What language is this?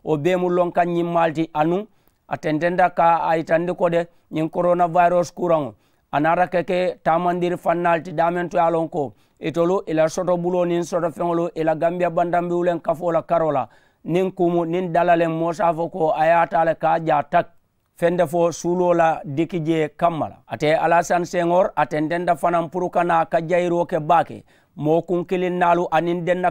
Mandingo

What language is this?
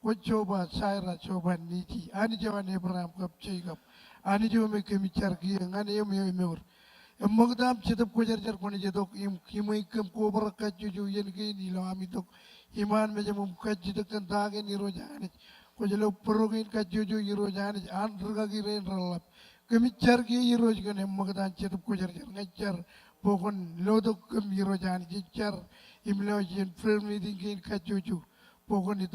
Marshallese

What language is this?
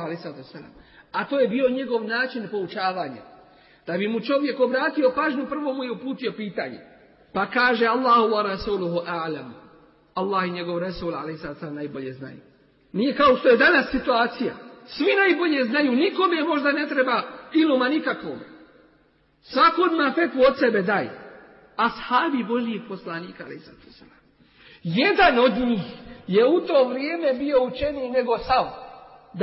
Bosnian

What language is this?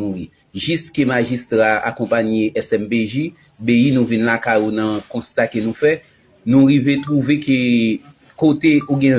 Haitian Creole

